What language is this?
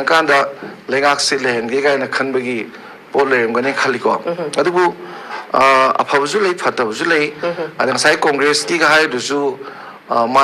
Manipuri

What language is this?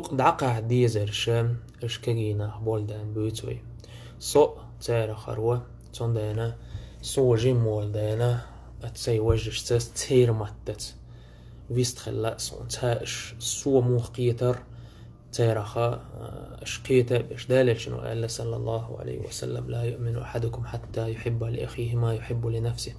Chechen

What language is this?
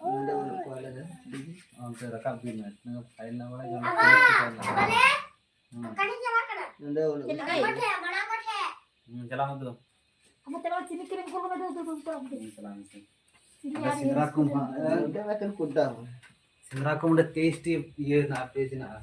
Santali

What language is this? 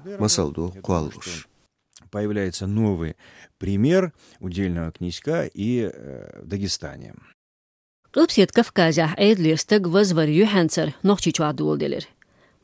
Chechen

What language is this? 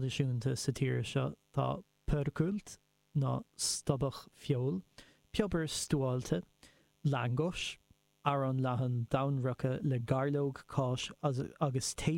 Irish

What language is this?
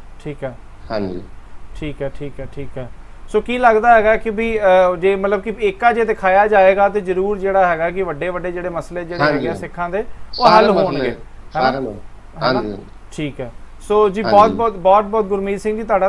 Punjabi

